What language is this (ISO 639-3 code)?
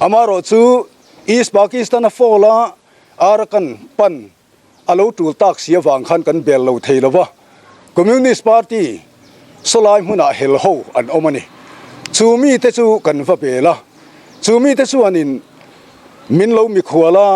lus